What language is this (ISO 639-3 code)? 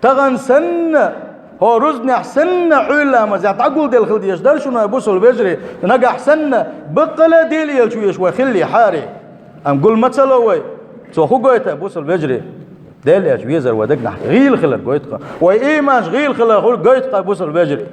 che